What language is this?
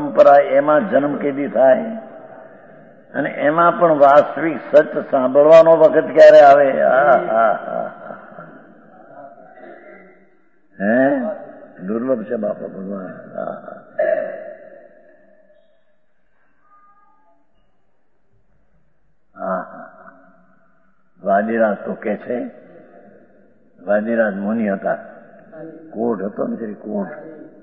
Gujarati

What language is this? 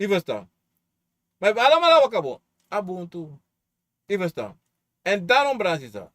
Sranan Tongo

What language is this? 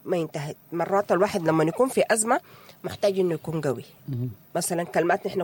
Sudanese Arabic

